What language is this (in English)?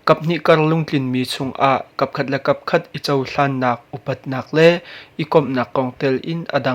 Hakha Chin